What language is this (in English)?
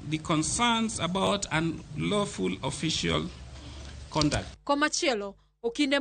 Luo (Kenya and Tanzania)